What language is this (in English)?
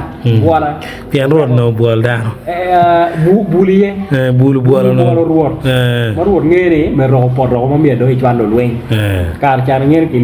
Acoli